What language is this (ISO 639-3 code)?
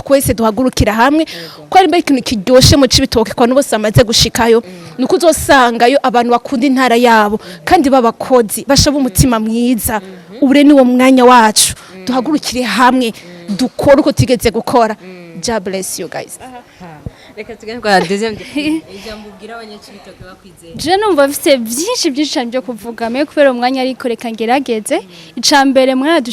run